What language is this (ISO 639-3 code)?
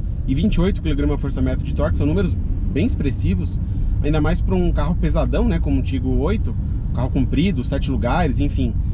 por